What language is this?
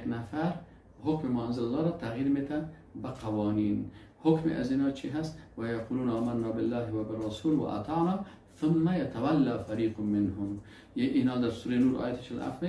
Persian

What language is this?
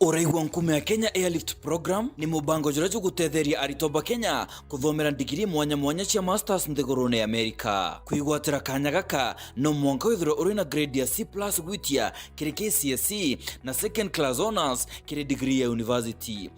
Meru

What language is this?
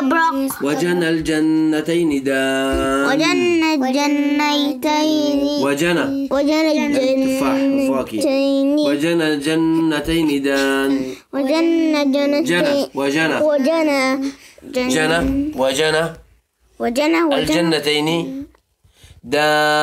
Arabic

